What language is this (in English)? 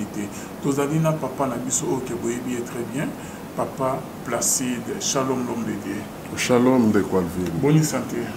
Lingala